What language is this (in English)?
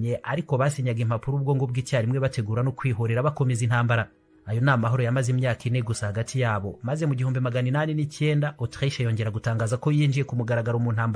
Kinyarwanda